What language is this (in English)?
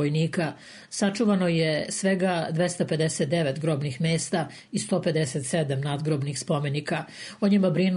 Serbian